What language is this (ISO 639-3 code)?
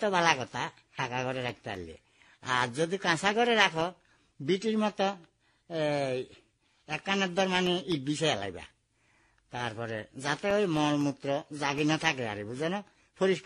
ben